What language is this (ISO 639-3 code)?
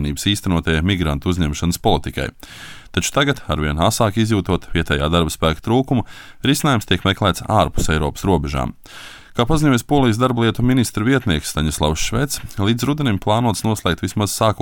lav